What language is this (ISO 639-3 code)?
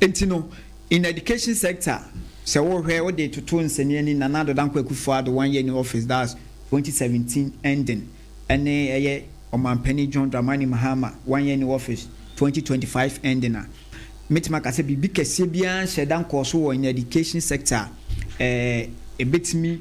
aka